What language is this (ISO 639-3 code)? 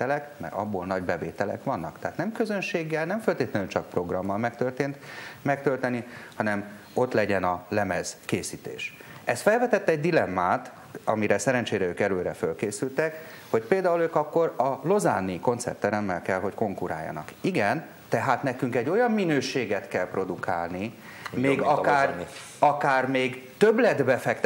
hun